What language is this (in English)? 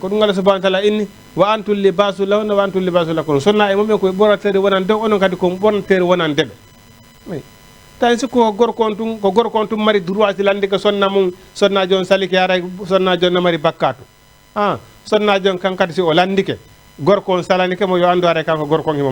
Fula